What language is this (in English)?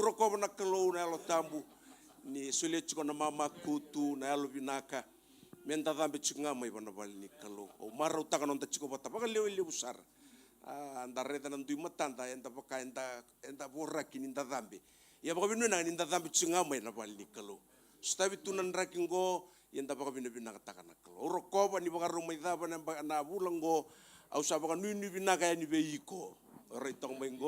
Fijian